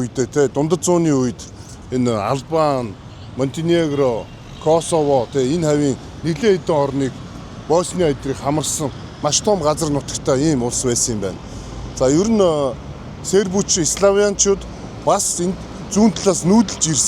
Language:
Mongolian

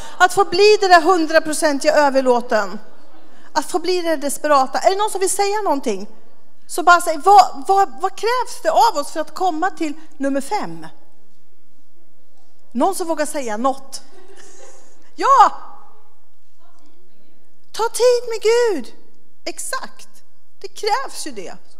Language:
Swedish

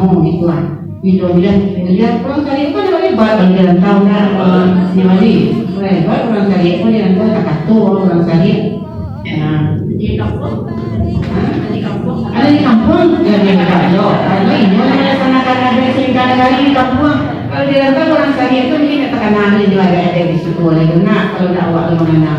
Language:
Minangkabau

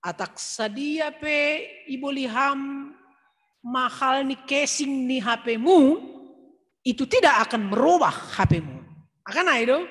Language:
Batak Simalungun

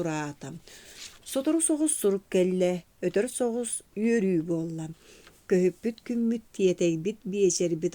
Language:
Yakut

